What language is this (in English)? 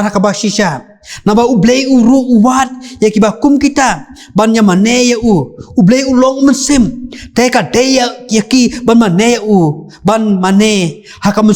Khasi